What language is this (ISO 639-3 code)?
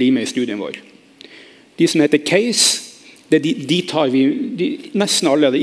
nor